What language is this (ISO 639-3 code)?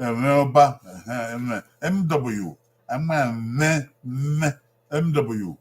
bin